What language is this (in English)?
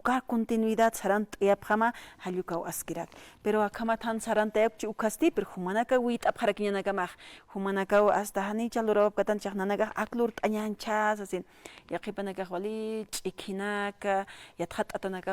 Aymara